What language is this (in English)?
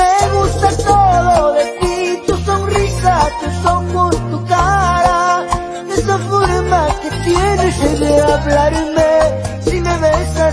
Spanish